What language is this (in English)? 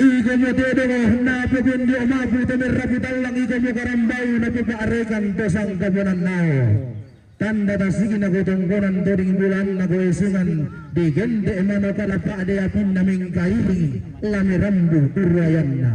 Toraja-Sa'dan